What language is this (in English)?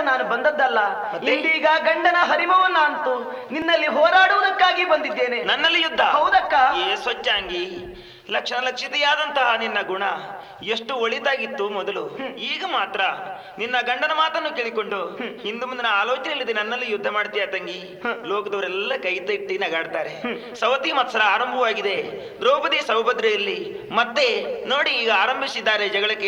Kannada